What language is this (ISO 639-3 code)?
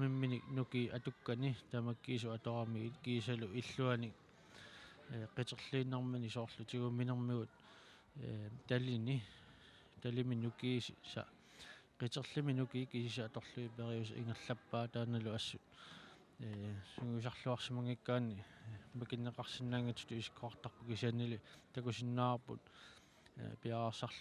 kal